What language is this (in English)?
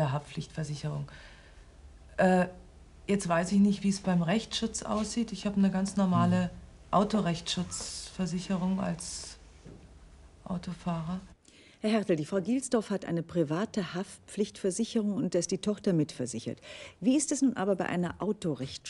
German